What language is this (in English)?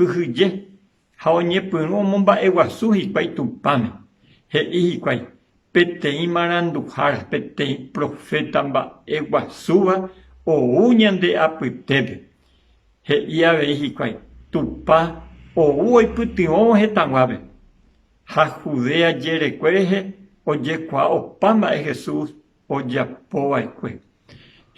Guarani